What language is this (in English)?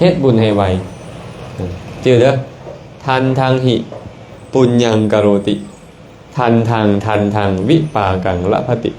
Lao